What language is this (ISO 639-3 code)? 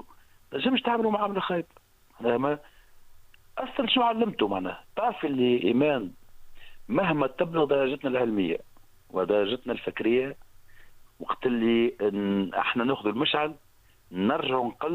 aeb